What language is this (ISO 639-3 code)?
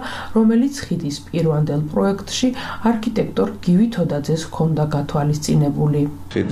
kat